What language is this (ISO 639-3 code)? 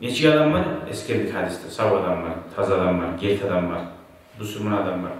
kum